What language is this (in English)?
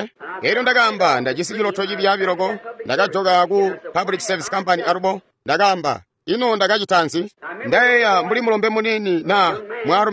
Tonga (Zambia)